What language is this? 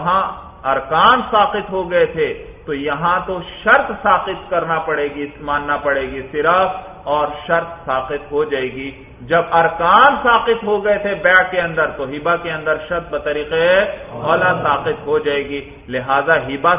Urdu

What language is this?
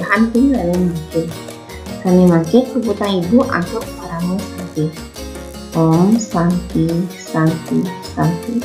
Balinese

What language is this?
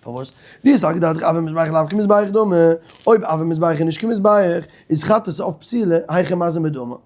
Yiddish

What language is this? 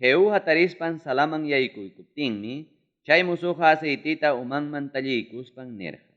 Ayacucho Quechua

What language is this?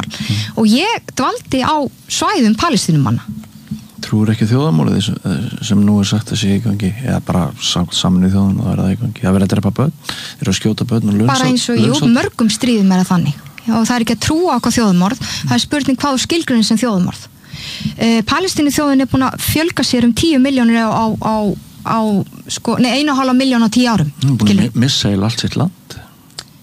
Icelandic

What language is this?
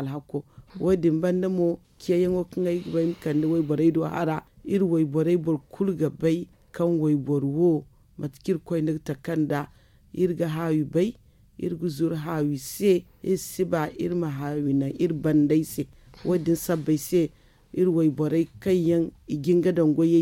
Zarma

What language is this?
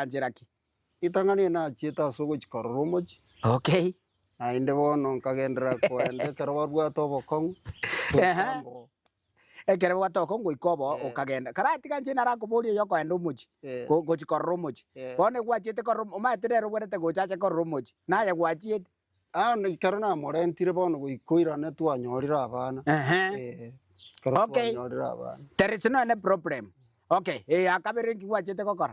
Gusii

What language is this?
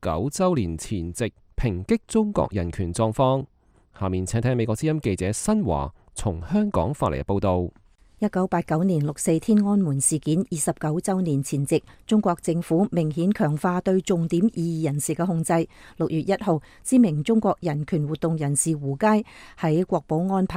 Cantonese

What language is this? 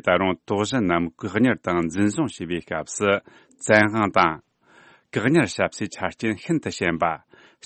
Tibetan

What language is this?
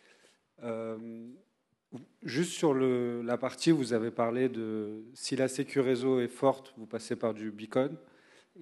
French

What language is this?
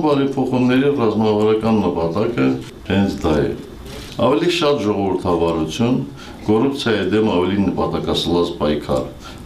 Armenian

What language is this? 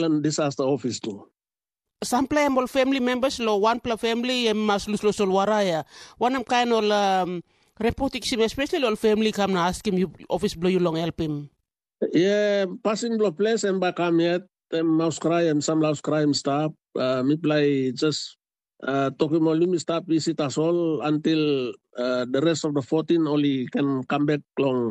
Tok Pisin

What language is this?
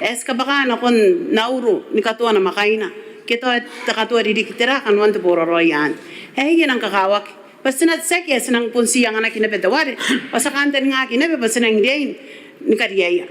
Gilbertese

